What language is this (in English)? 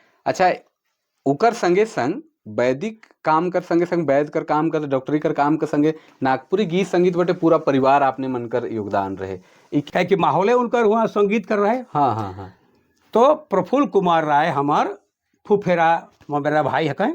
Sadri